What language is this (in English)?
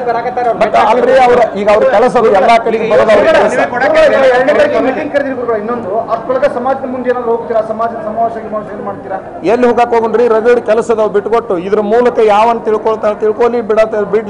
Kannada